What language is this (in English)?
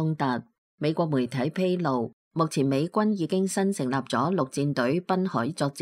Cantonese